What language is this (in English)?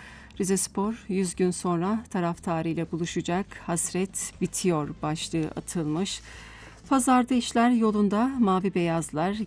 Turkish